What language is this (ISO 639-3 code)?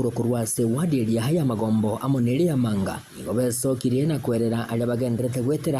guz